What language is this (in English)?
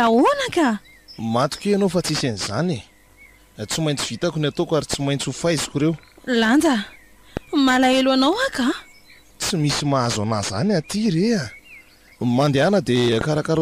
Malagasy